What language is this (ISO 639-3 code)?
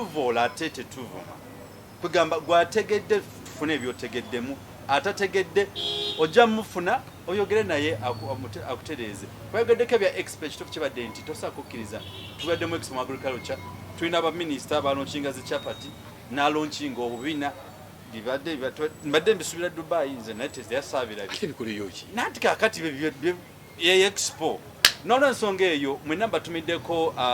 lug